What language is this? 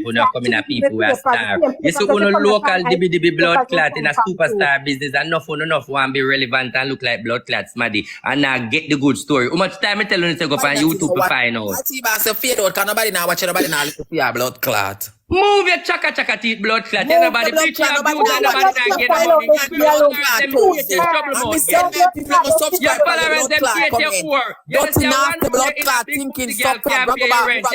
Jamaican Creole English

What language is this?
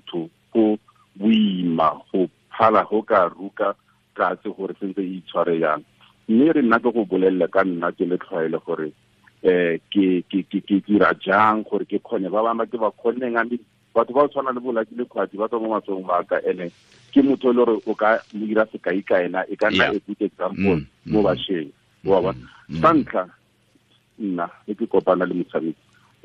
Tswana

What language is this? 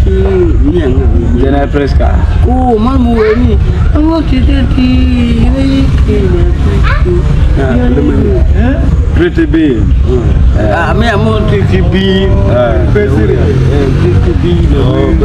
Acoli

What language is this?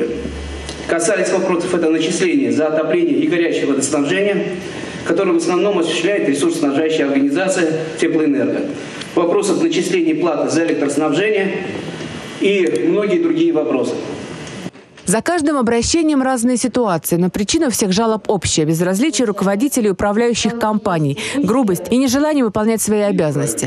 Russian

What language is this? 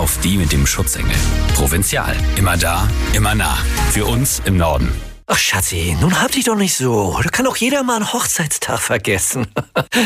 German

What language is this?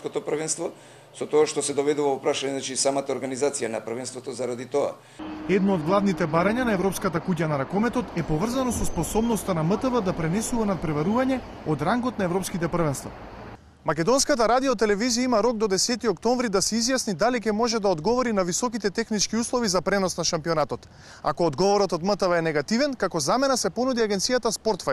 Macedonian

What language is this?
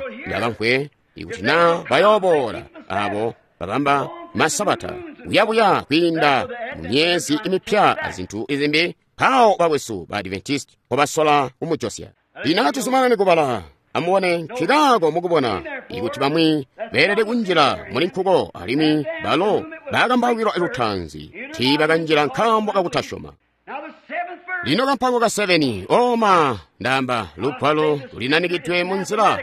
Tonga (Zambia)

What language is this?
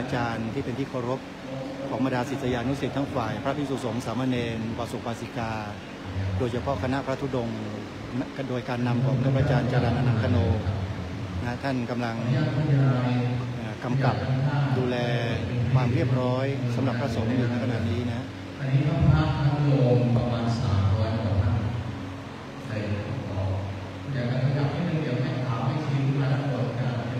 Thai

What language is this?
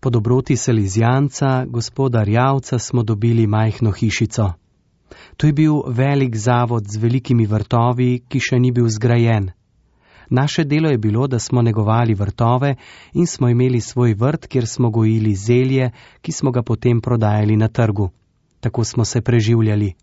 Slovenian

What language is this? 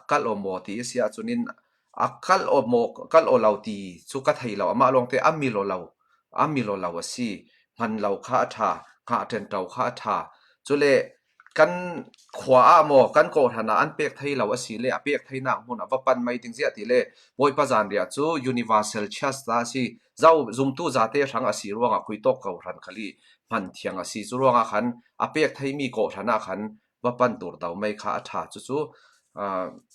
Falam Chin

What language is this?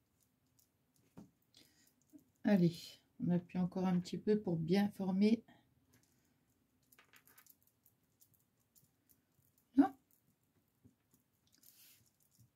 French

